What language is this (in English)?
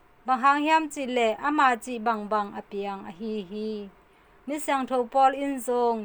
Tedim Chin